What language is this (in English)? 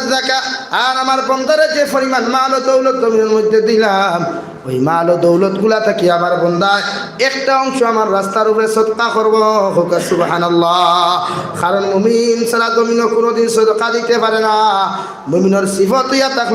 Sylheti